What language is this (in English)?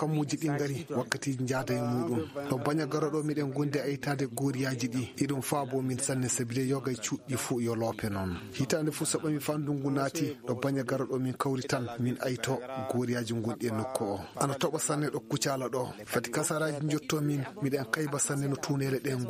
Fula